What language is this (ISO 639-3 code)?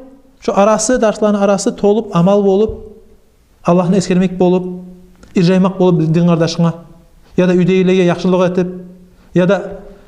kum